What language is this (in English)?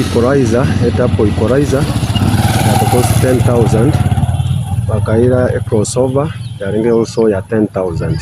Gusii